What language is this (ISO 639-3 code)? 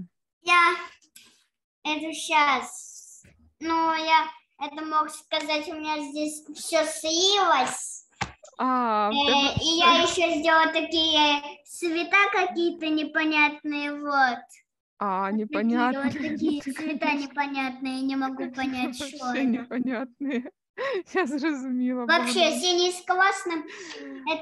ukr